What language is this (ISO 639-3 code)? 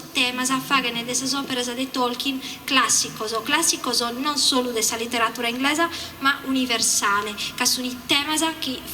srd